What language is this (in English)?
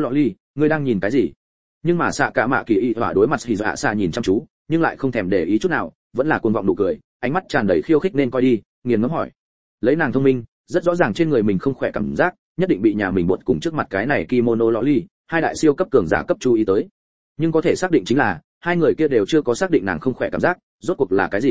Vietnamese